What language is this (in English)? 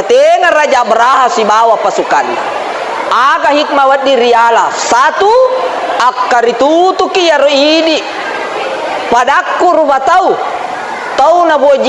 Buginese